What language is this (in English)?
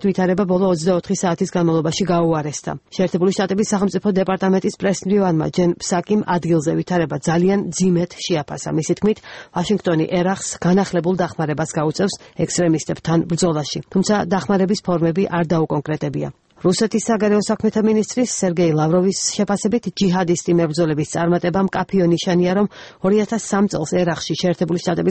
Georgian